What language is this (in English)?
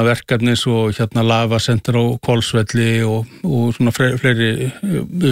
Icelandic